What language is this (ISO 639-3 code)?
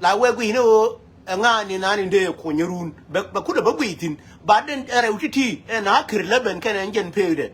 nus